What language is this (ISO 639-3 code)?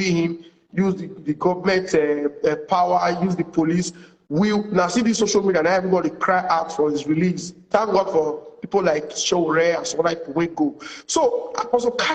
pcm